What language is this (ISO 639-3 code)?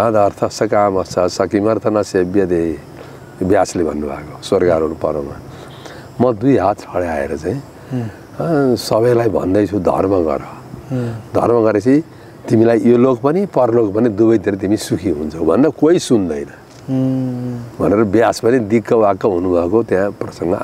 nep